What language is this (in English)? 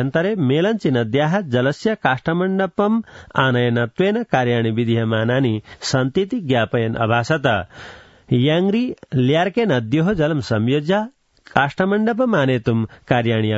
Sanskrit